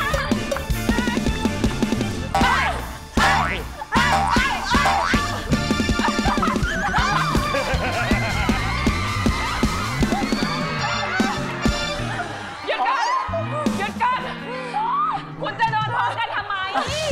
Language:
Thai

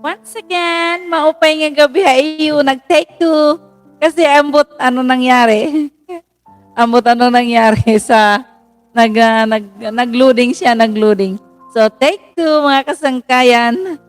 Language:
Waray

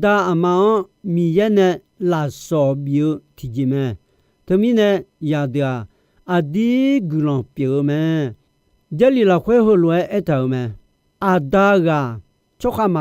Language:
Akha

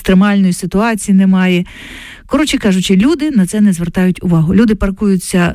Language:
Ukrainian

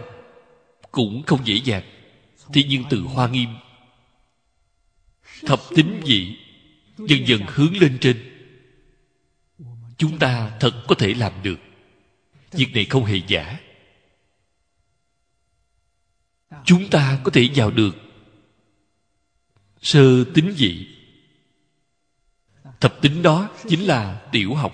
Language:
Vietnamese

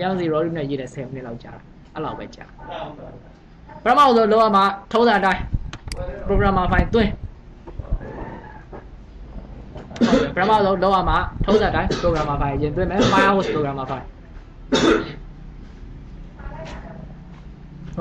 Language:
Burmese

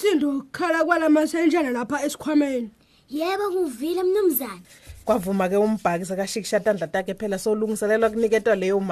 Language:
Swati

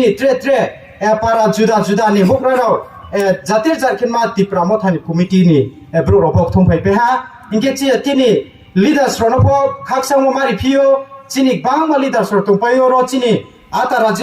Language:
Riang (India)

